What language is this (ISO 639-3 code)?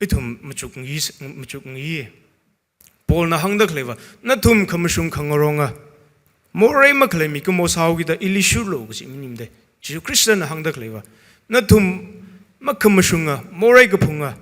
nmf